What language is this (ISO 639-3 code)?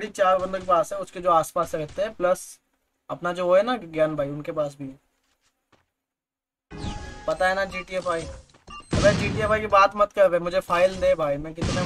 hin